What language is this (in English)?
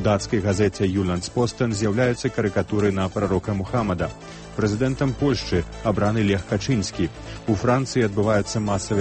Belarusian